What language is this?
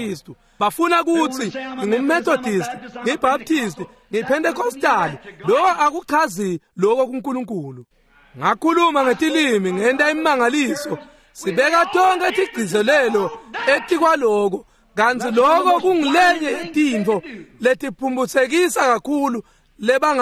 Swati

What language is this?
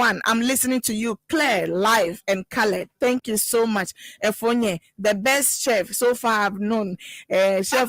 Ewe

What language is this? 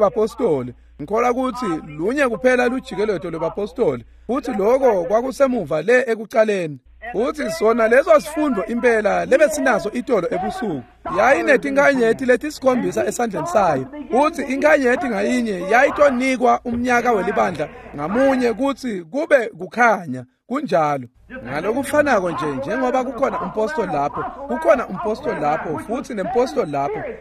Swati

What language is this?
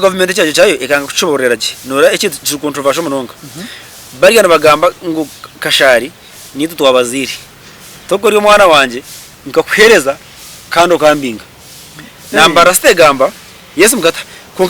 Nyankole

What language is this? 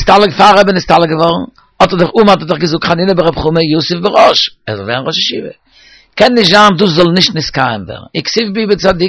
Yiddish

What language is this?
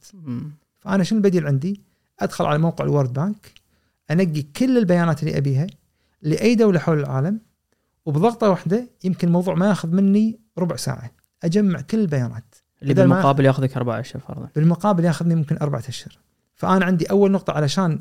Gulf Arabic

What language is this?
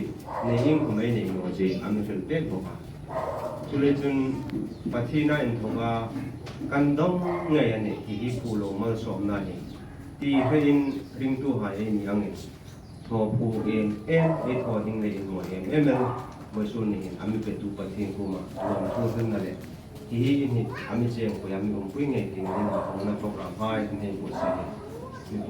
Hmar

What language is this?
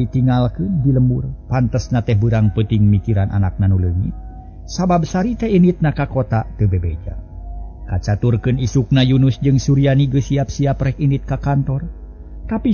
Sundanese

